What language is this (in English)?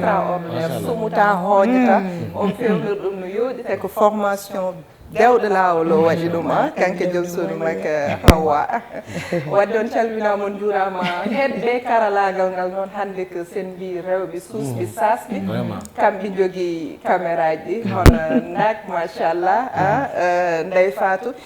Fula